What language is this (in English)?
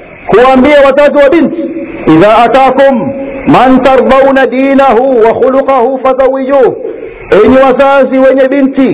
Swahili